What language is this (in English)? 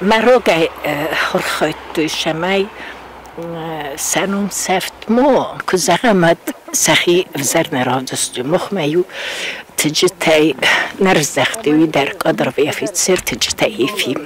Ossetic